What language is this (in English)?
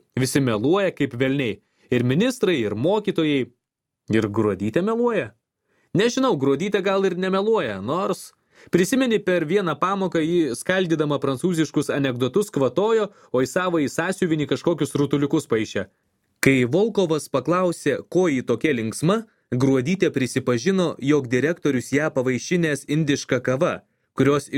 Lithuanian